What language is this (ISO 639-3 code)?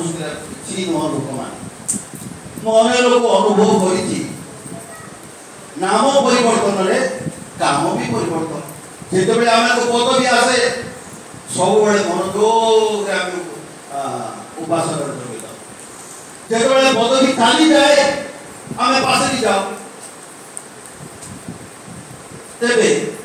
ori